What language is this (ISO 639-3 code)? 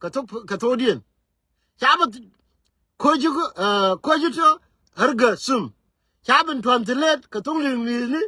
nus